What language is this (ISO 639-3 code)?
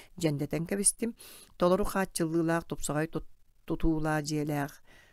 sah